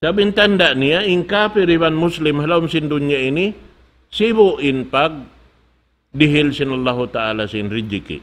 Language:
Tausug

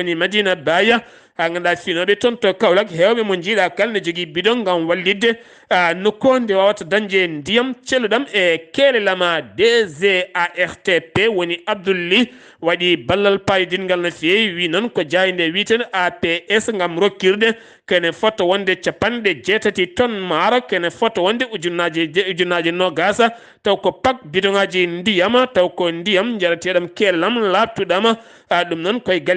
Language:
Fula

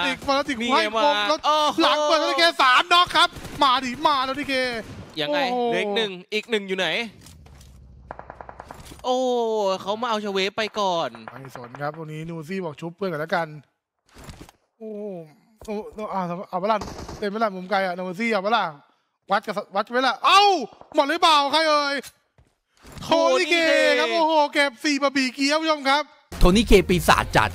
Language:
Thai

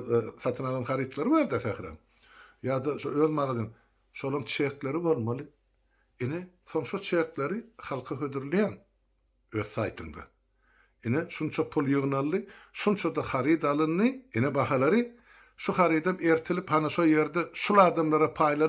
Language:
Turkmen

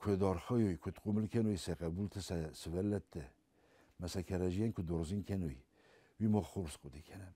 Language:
Ossetic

